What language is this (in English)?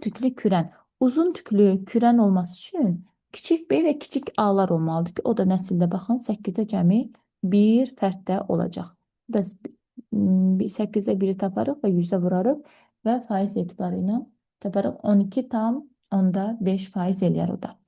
Azerbaijani